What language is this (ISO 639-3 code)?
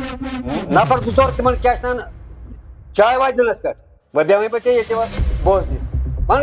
kas